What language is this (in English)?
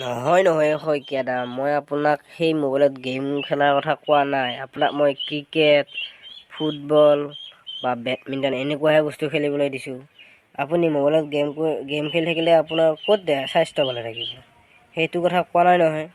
Assamese